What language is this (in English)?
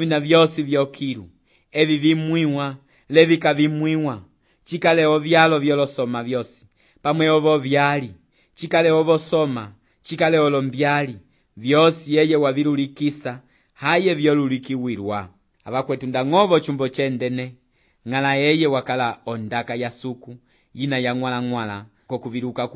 Umbundu